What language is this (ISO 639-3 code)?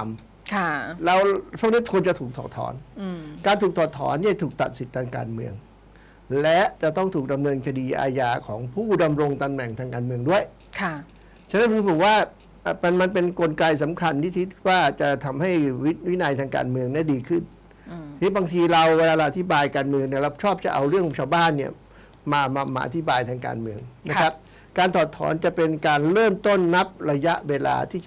tha